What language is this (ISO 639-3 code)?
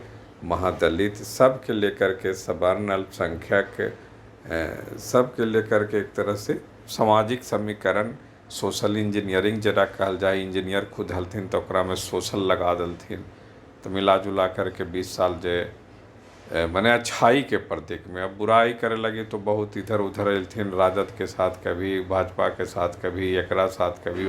mag